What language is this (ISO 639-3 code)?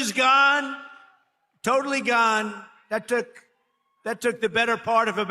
nya